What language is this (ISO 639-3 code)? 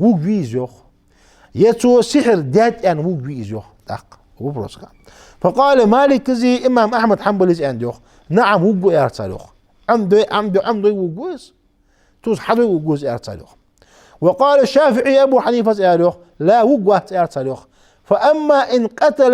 inh